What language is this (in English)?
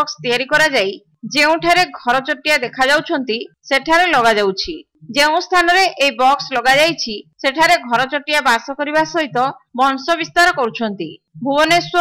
Odia